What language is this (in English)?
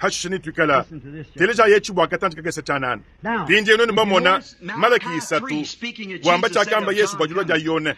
Luba-Lulua